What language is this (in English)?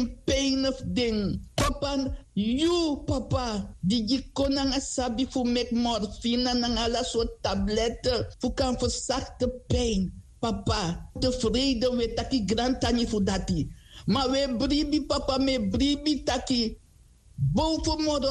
Sranan Tongo